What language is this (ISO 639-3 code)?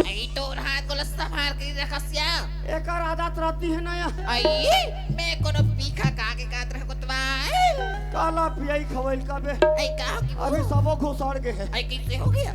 hne